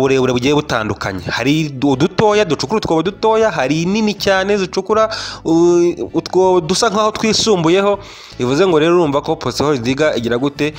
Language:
Kinyarwanda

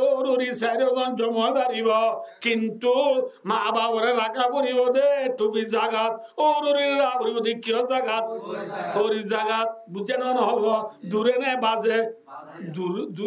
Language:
Rohingya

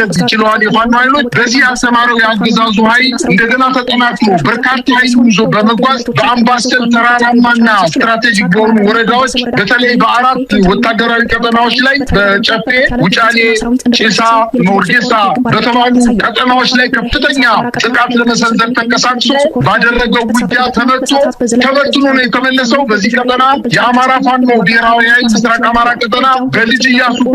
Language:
Amharic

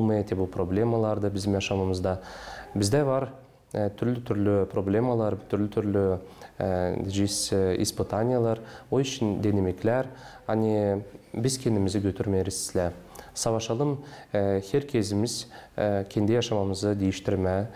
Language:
Gagauz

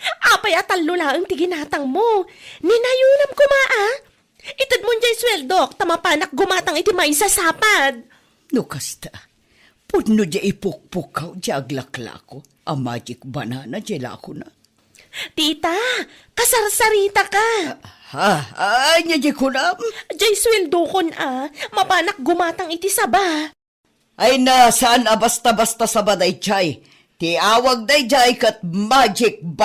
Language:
Iloko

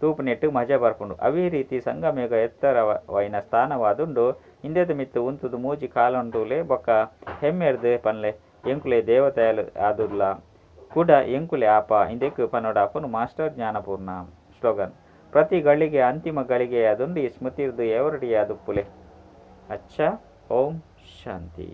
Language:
Tulu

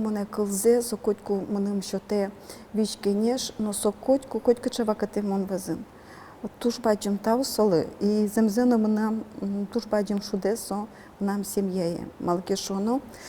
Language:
Udmurt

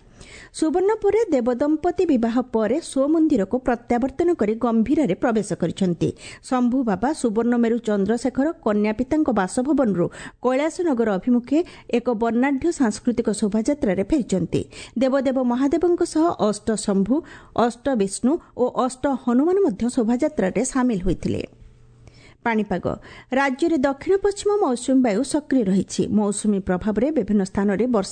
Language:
Odia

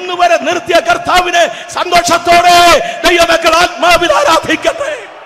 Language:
Malayalam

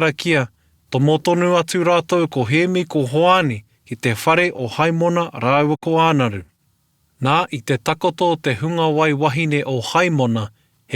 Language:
Māori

